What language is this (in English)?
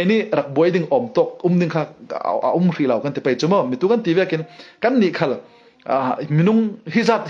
Falam Chin